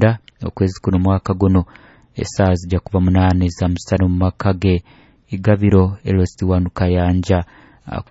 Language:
Nyoro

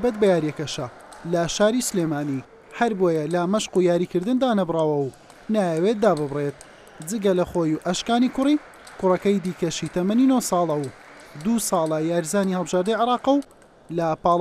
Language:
Central Kurdish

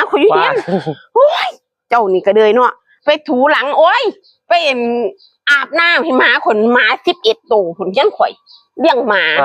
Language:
Northeastern Thai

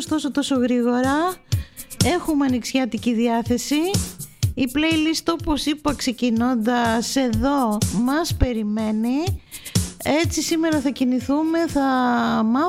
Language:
Greek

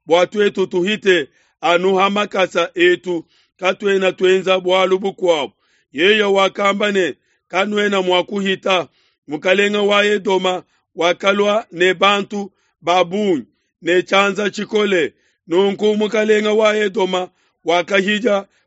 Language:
Luba-Lulua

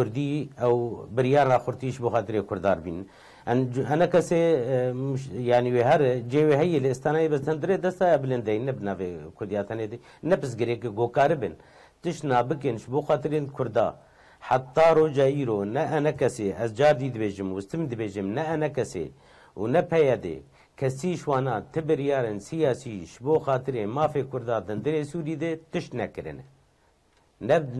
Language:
Kurdish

